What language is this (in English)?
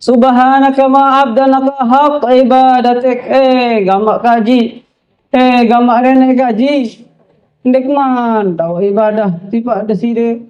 Sasak